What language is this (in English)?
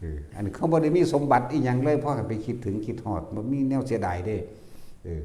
Northeastern Thai